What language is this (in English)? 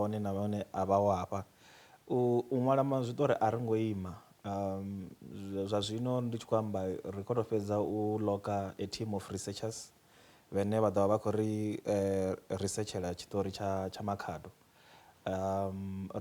Venda